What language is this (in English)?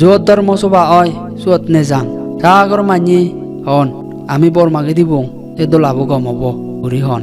Chakma